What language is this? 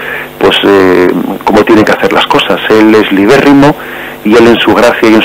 Spanish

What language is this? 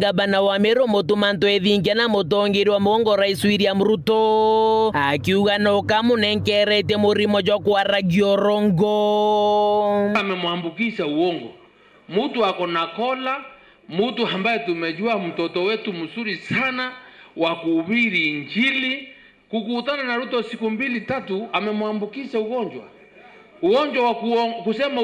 Meru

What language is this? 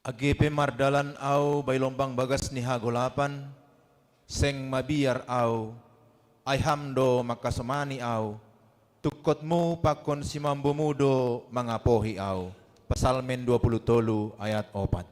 Batak Simalungun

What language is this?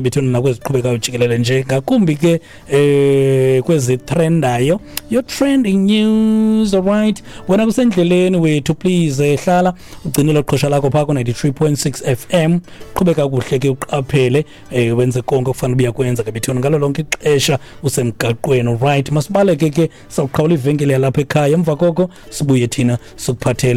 Xhosa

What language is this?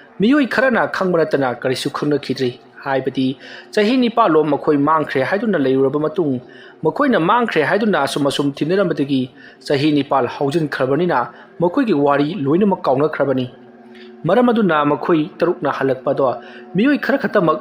Manipuri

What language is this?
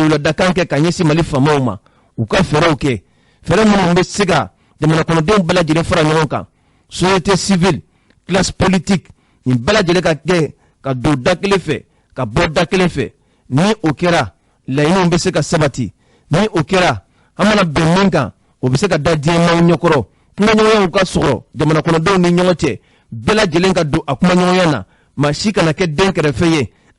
Bambara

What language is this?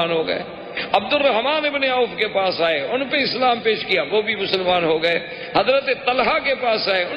Urdu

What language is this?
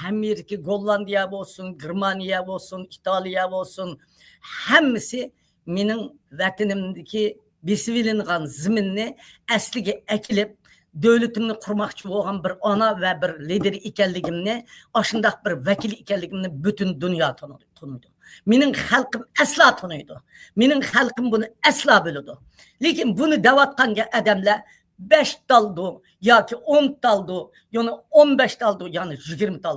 Uyghur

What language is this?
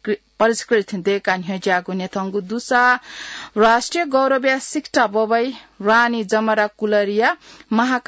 Newari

